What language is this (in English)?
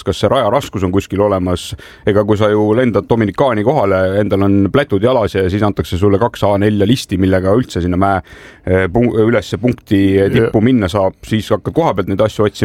Estonian